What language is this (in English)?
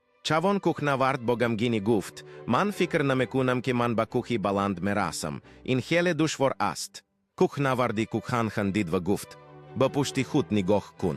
Tajik